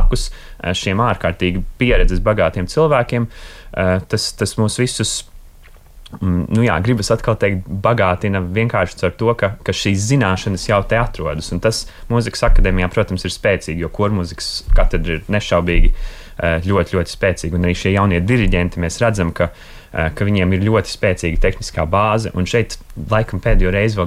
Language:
Latvian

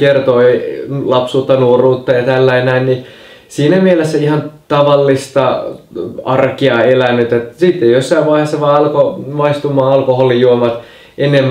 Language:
Finnish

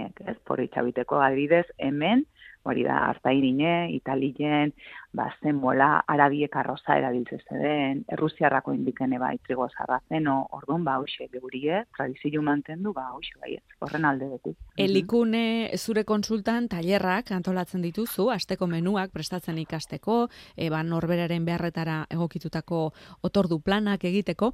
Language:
Basque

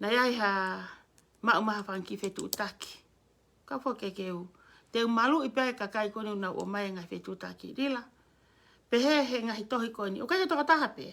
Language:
Tongan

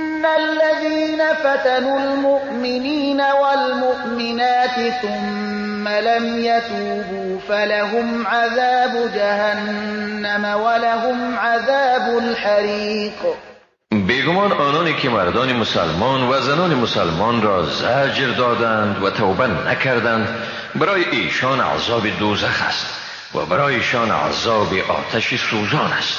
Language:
Persian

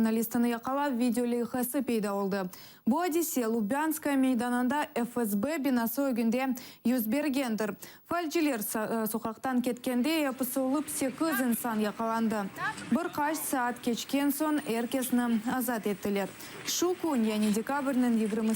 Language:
Crimean Tatar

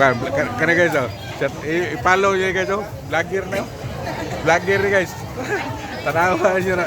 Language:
Cebuano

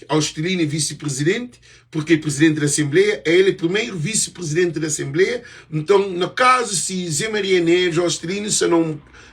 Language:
Kabuverdianu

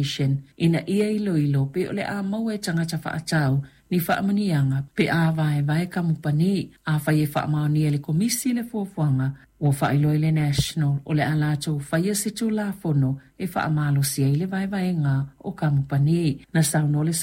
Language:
Samoan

